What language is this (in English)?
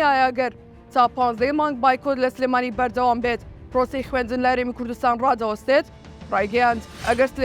Central Kurdish